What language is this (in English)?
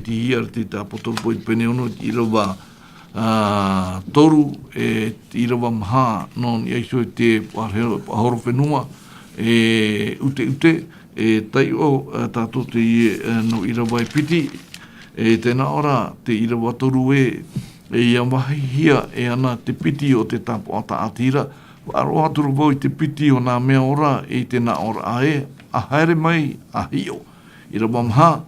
Tahitian